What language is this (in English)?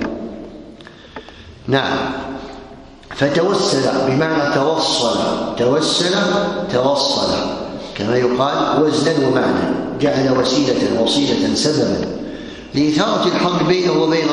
Arabic